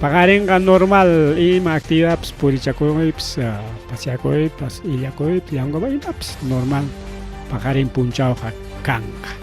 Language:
Ayacucho Quechua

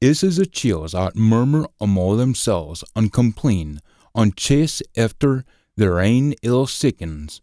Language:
Scots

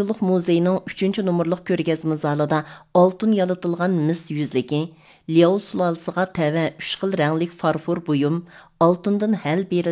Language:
Uyghur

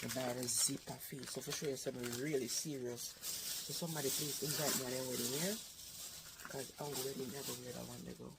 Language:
Jamaican Creole English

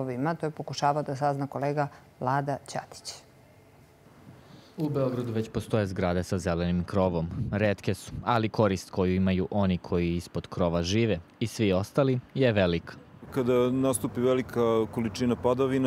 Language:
Serbian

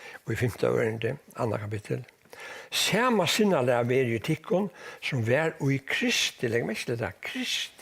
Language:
Faroese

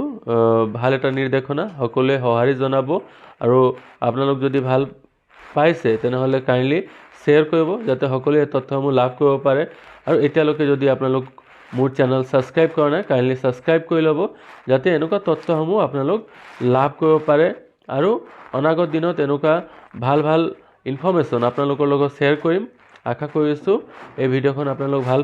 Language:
Assamese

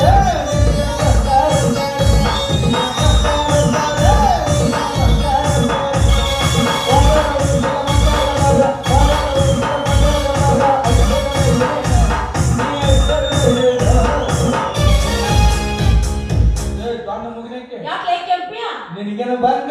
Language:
Kannada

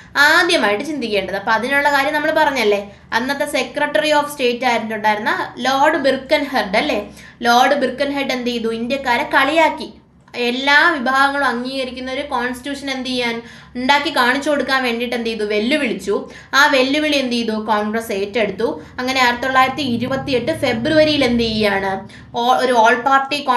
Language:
Malayalam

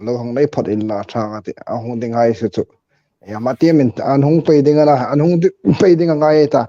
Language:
Hmar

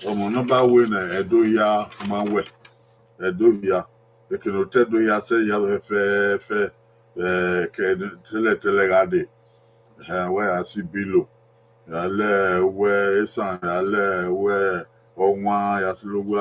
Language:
Bini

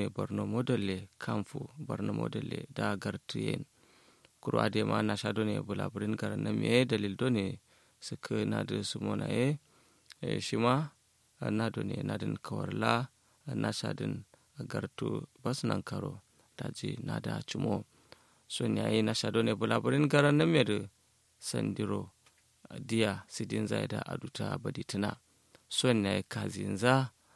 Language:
Kanuri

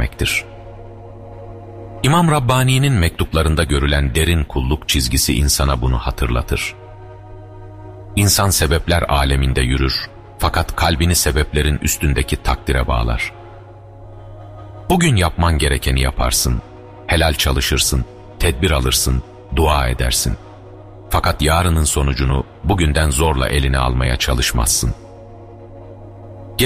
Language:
Turkish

